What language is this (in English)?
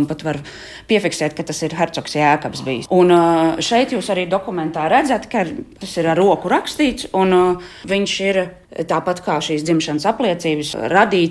Latvian